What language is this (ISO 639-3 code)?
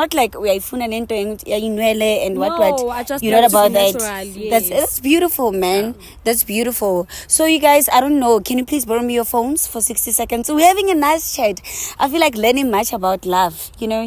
eng